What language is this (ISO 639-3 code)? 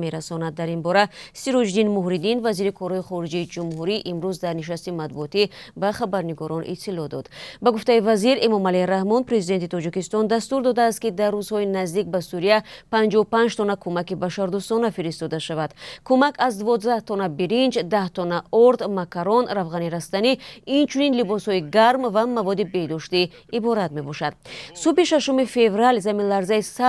tgk